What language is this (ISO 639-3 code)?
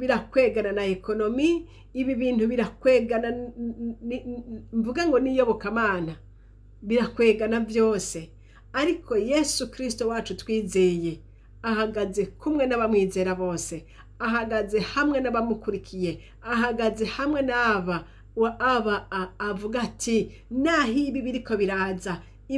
run